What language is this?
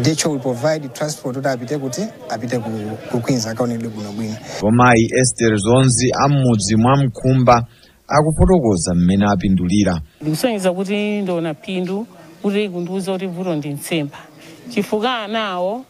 Nyanja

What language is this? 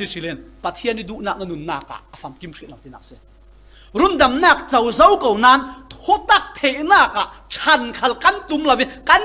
Falam Chin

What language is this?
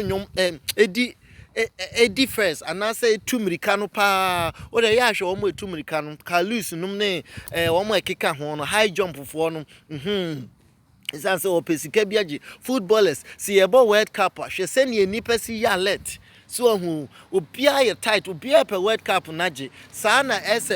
Akan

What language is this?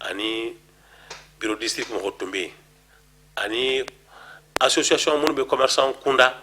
Bambara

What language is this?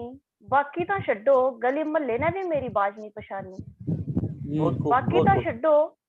Dogri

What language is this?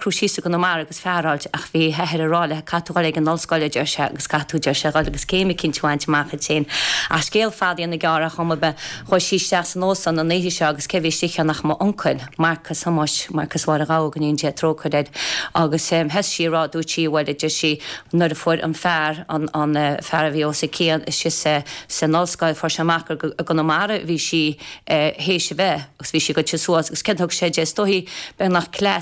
Irish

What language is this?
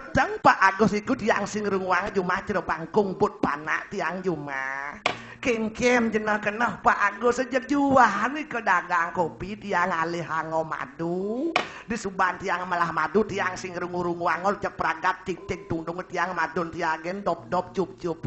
Balinese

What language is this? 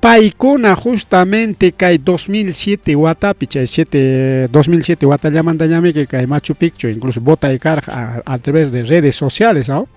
Ayacucho Quechua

